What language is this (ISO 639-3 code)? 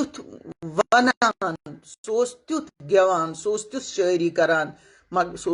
kas